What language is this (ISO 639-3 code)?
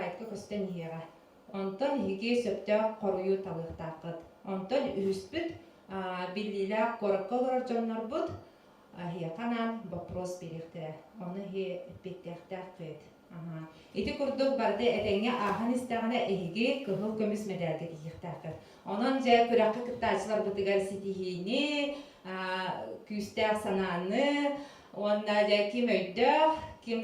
sah